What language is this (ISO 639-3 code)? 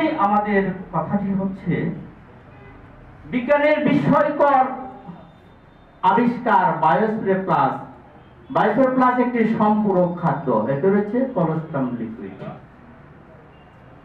ben